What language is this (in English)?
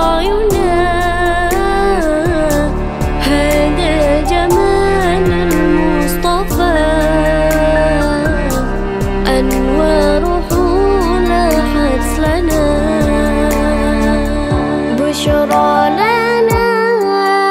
Arabic